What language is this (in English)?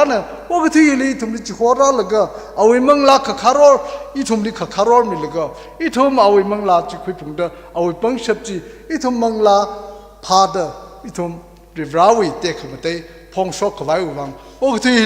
Tangkhul Naga (India)